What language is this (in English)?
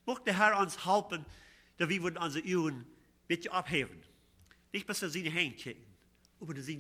Plautdietsch